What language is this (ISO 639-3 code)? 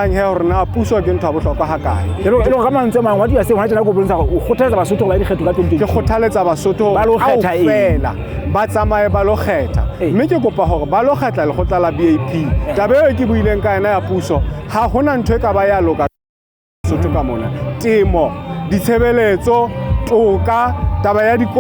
sot